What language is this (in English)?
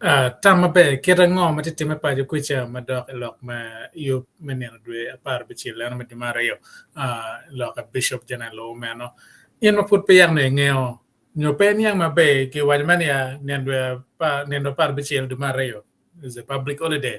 Acoli